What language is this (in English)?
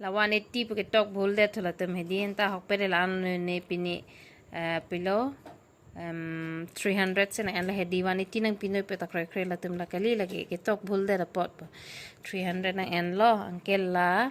Karbi